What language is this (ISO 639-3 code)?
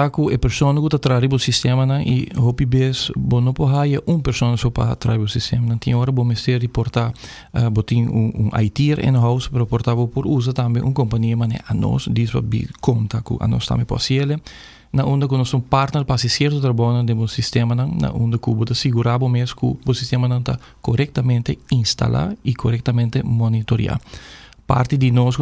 pap